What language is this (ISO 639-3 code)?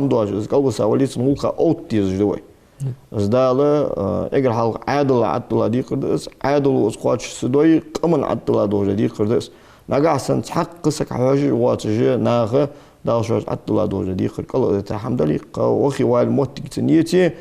inh